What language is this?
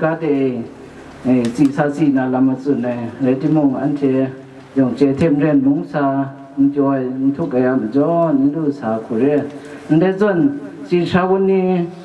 Kachin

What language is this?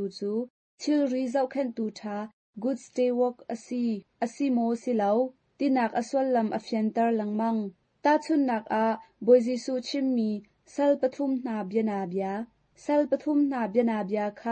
Hakha Chin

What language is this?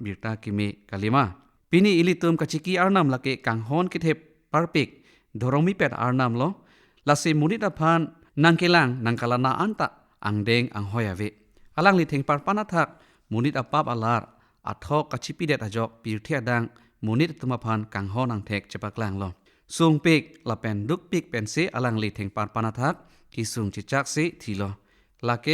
Karbi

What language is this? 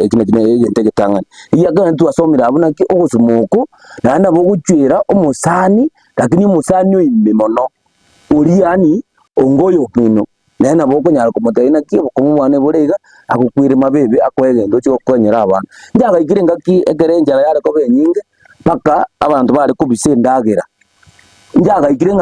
Gusii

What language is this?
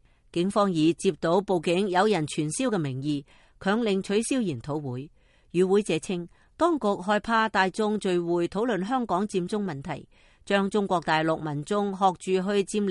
Cantonese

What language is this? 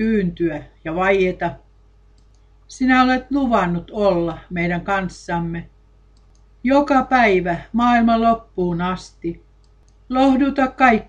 Finnish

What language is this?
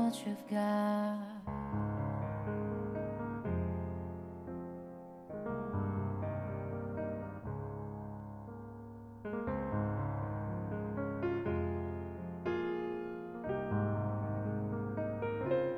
Korean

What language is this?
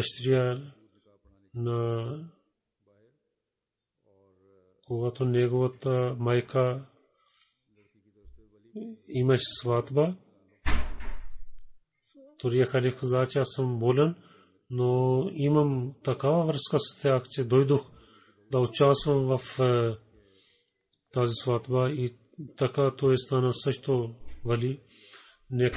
Bulgarian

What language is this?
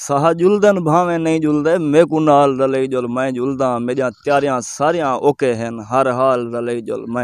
Saraiki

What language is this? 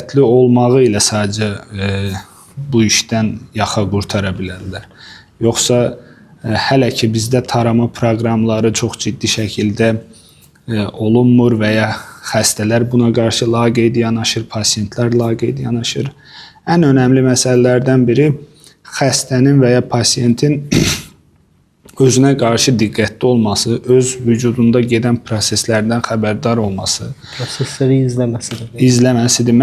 Azerbaijani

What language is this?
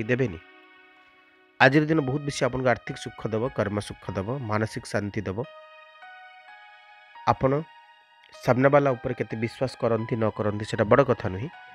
Odia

